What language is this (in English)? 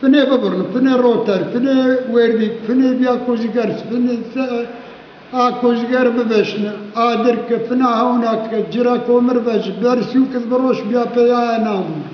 Zaza